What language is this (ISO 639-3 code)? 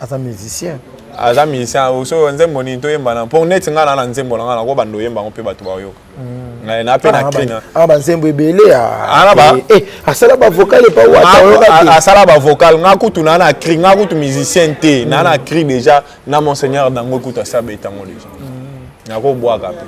lin